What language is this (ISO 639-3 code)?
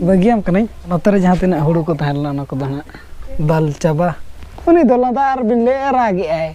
sat